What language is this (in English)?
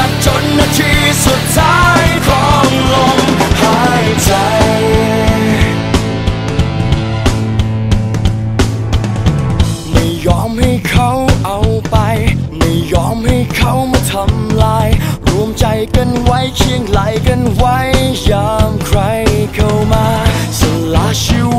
Thai